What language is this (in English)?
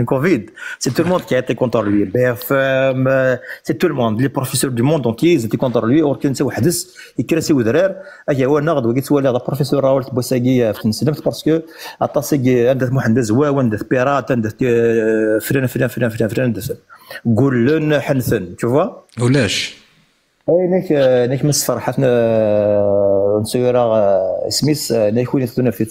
Kabyle